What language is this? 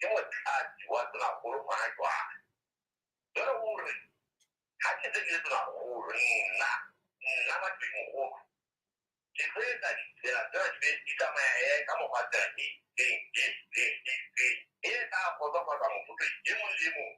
Southern Sotho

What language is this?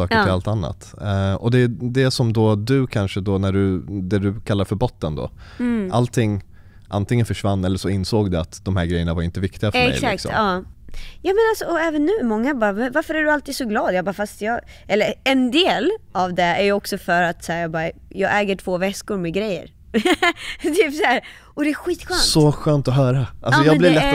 Swedish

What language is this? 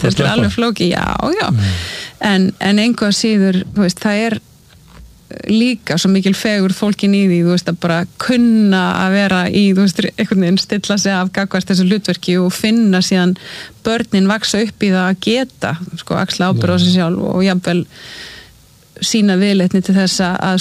Icelandic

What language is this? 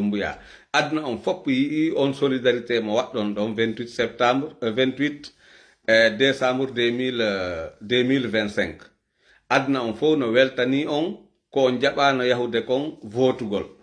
Fula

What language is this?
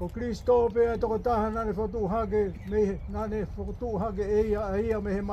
Tongan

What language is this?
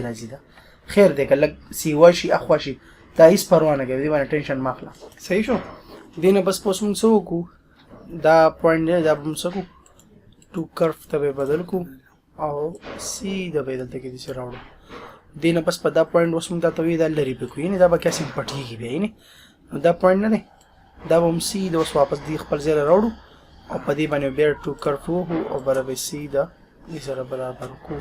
Pashto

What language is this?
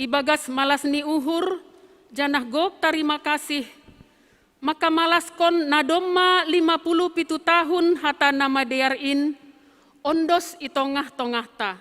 Batak Simalungun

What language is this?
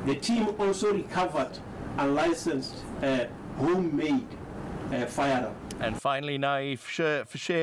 English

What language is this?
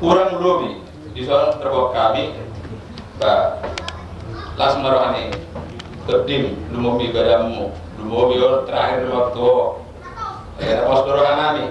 Batak Toba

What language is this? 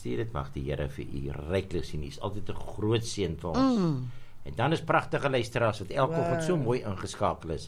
Afrikaans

